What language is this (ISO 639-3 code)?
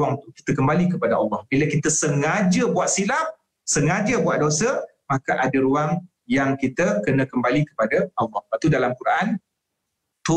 msa